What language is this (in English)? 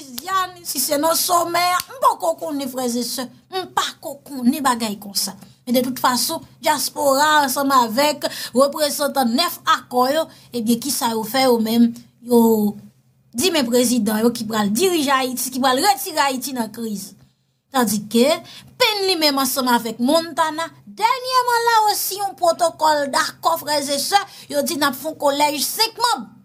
Haitian Creole